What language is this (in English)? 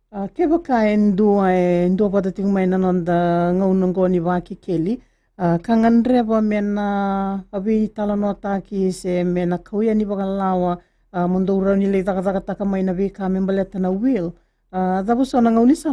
Fijian